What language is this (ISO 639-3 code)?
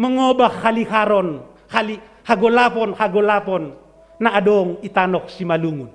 bts